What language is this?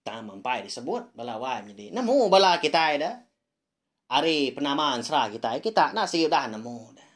Iban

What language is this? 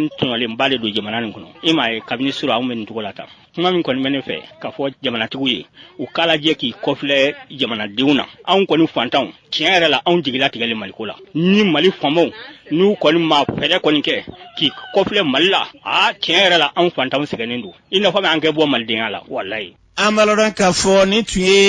Bambara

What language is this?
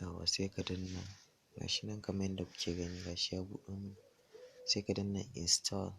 Hausa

